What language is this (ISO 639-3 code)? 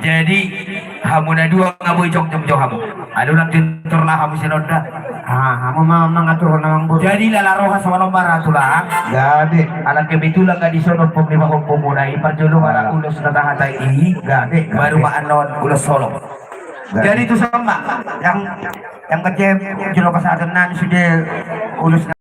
bbc